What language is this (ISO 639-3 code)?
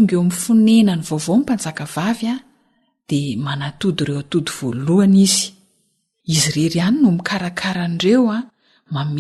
mlg